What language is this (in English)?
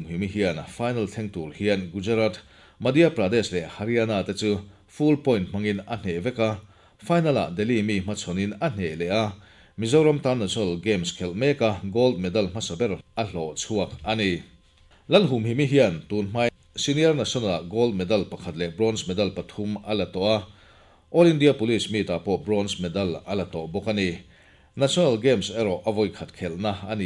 Mizo